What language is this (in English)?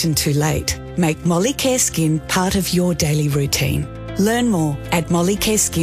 English